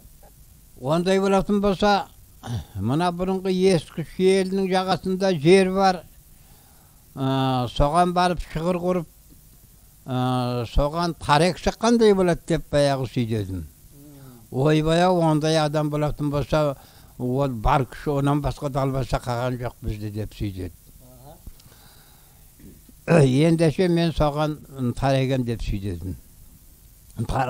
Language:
Kazakh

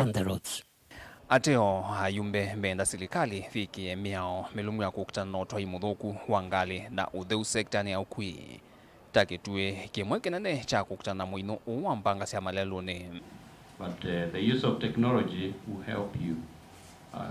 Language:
Kamba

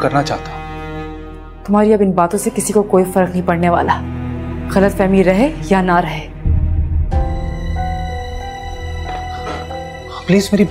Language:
Hindi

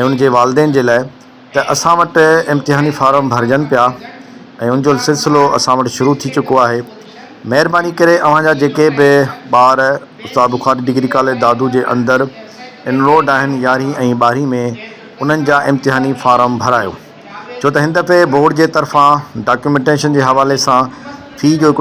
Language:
Sindhi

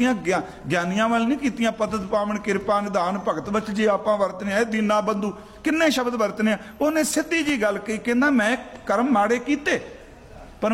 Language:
Punjabi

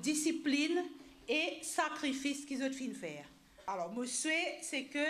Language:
Morisyen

